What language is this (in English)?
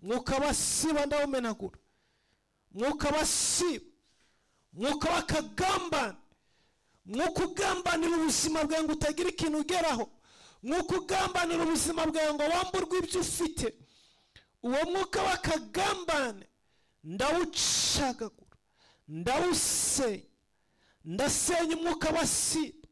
Kinyarwanda